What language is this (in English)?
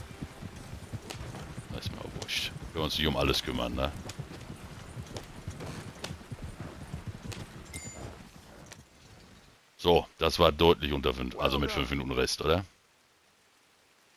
German